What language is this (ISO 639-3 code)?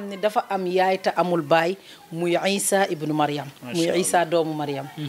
wol